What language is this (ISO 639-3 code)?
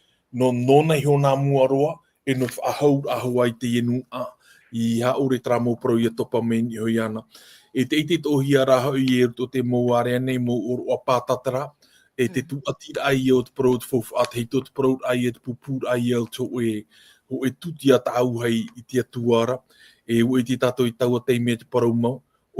tah